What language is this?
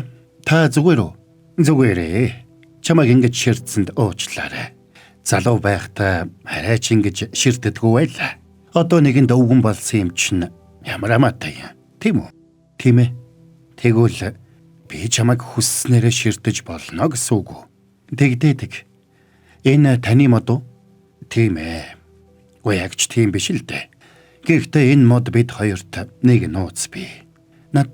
Mongolian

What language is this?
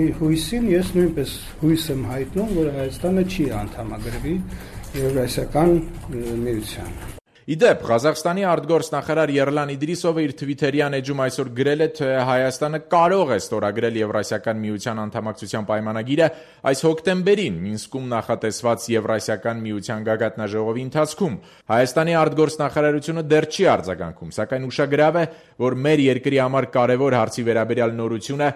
Armenian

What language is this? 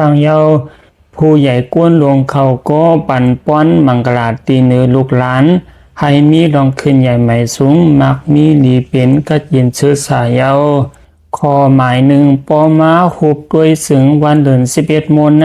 Shan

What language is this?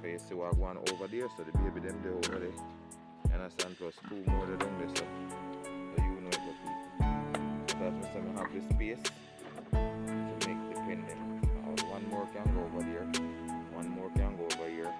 Jamaican Creole English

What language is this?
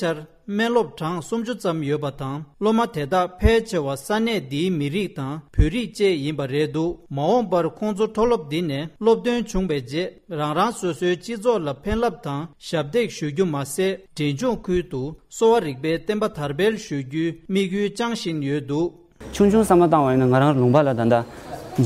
Tibetan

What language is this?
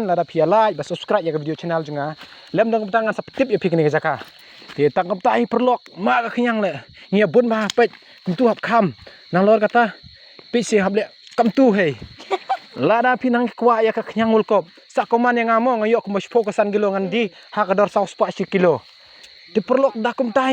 Khasi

